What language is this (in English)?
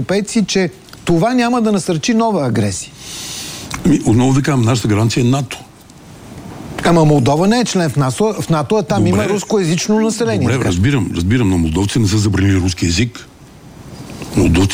Bulgarian